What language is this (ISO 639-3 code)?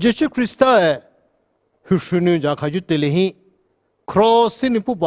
pmx